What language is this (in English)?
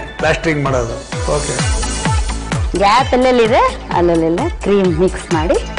Kannada